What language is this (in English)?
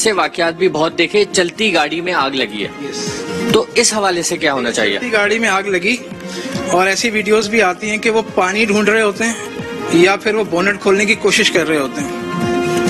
Urdu